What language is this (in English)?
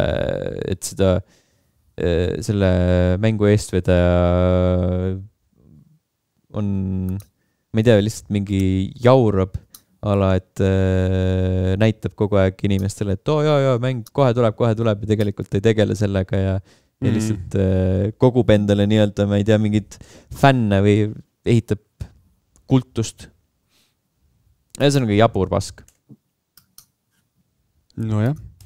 Estonian